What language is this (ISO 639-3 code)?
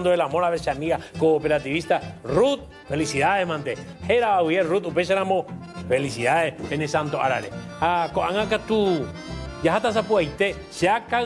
grn